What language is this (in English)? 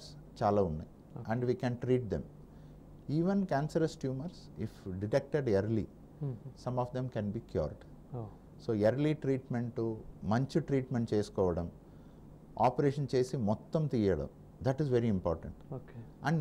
Telugu